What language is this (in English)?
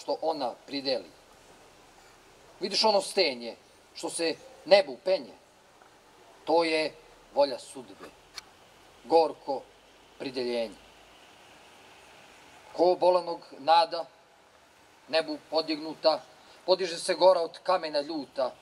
Serbian